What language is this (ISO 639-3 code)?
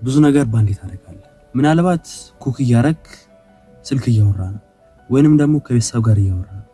amh